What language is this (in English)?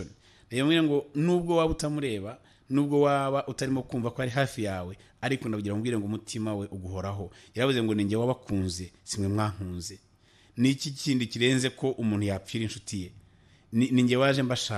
Kinyarwanda